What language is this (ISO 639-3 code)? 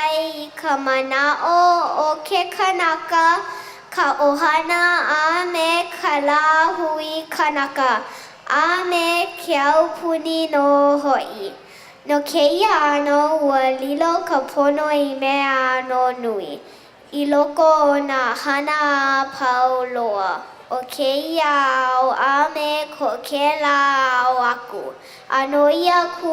haw